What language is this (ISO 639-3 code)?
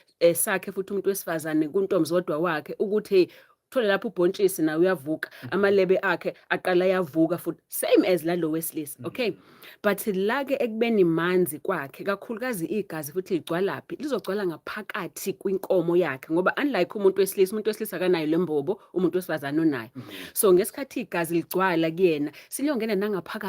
zul